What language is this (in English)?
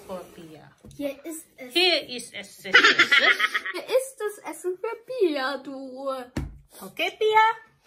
German